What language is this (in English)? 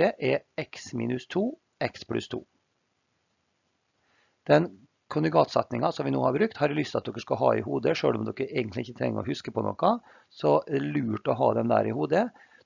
Norwegian